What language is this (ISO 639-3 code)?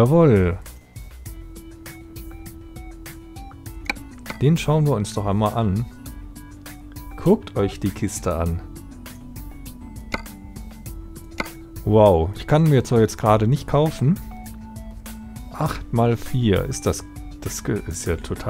deu